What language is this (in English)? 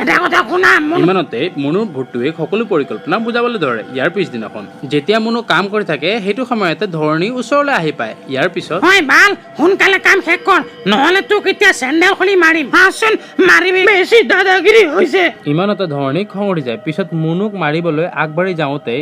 Assamese